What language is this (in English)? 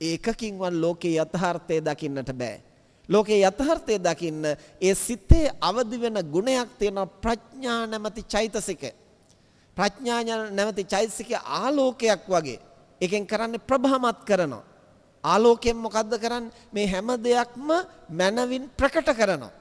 Sinhala